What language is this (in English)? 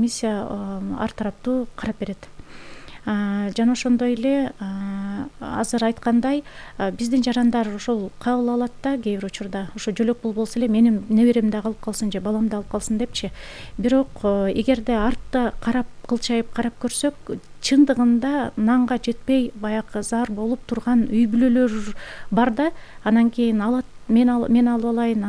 Kyrgyz